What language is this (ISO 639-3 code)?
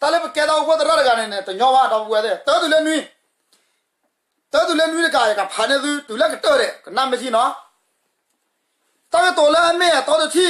ksw